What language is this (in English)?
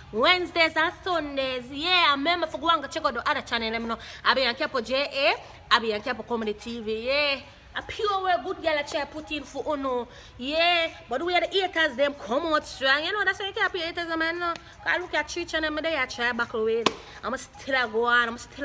Jamaican Creole English